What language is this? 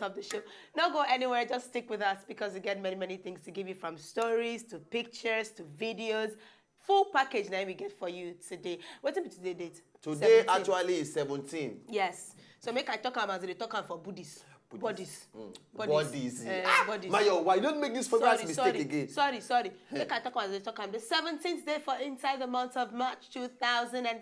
Nigerian Pidgin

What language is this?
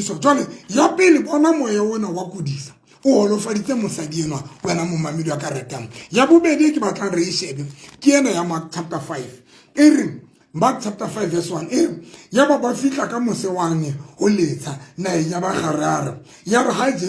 Southern Sotho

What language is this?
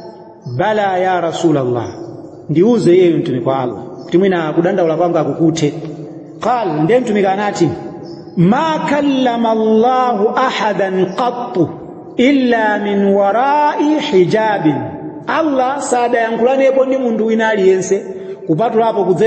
Nyanja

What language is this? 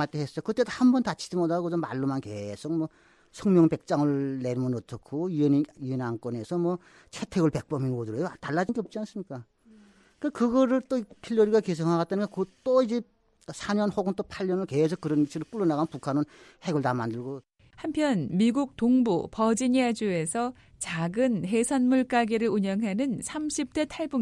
Korean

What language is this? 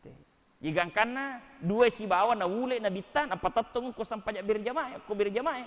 Buginese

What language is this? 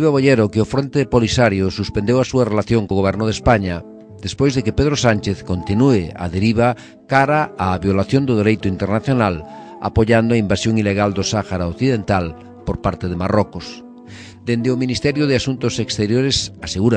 Galician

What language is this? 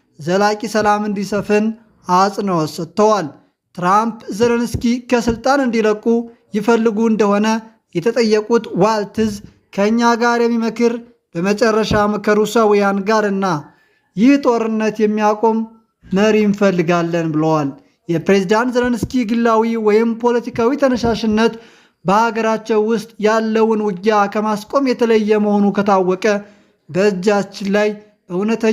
Amharic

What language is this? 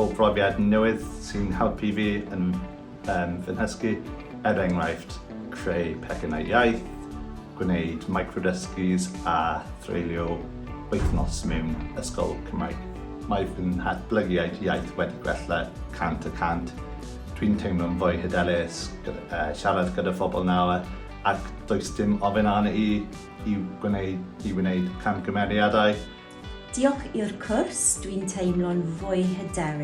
Welsh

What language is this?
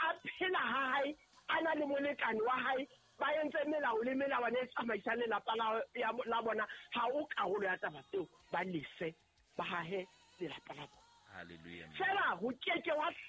Southern Sotho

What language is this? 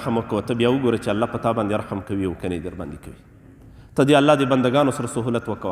Pashto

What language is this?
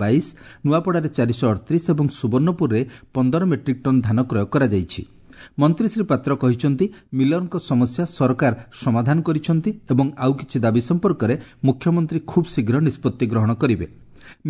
Odia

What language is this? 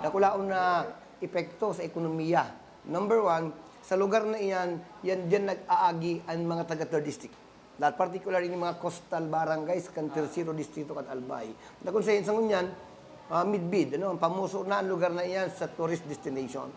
Bikol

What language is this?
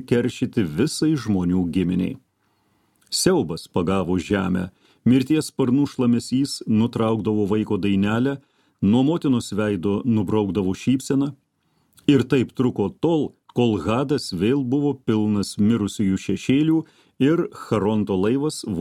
Lithuanian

